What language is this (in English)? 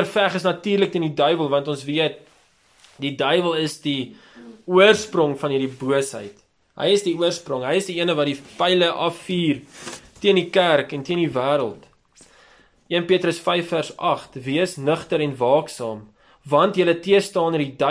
Afrikaans